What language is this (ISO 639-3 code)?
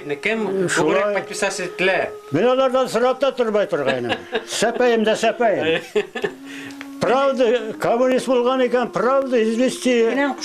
bak